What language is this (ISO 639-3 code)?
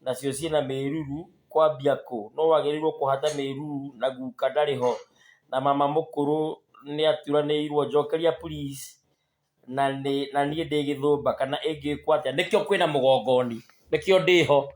kik